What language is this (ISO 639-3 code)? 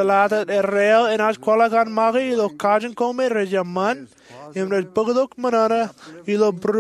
mah